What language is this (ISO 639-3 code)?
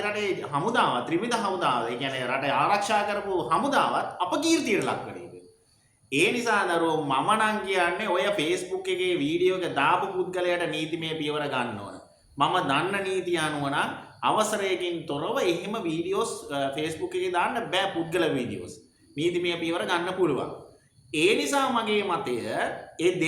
sin